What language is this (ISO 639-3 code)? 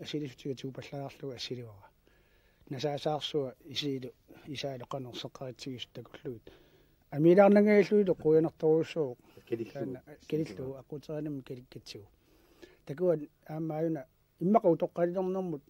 kal